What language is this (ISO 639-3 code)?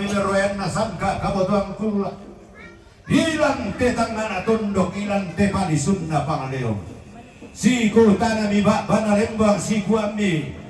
sda